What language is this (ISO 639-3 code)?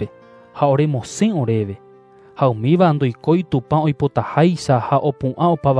grn